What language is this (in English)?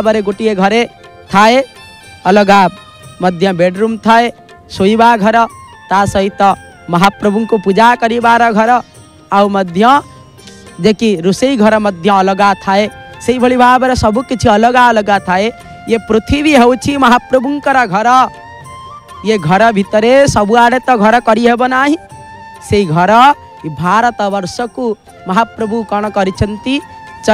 Odia